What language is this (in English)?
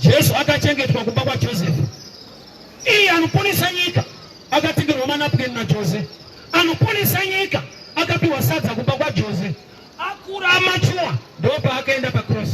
Shona